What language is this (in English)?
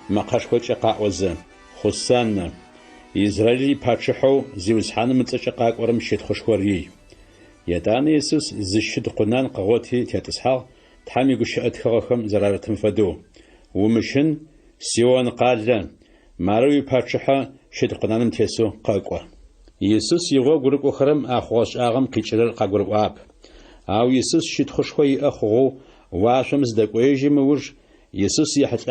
Adyghe